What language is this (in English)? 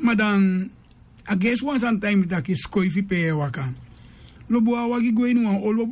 Sranan Tongo